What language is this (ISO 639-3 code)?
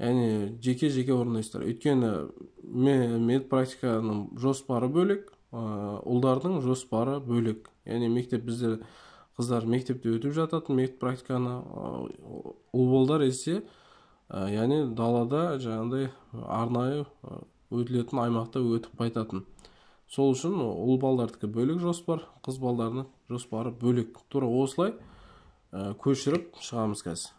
kaz